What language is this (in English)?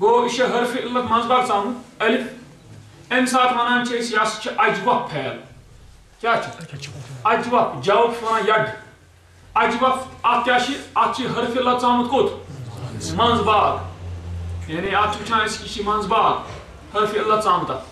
Kashmiri